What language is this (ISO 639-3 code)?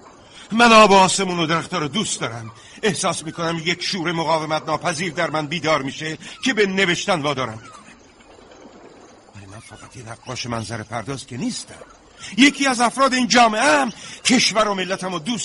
fas